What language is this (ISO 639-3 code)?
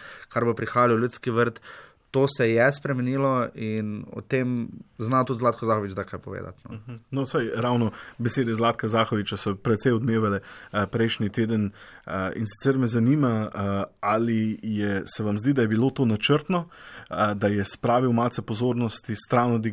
slv